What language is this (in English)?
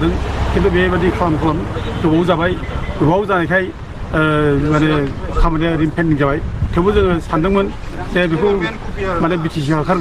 Bodo